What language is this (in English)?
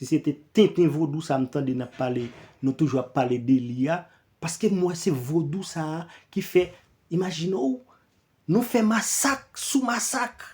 Haitian Creole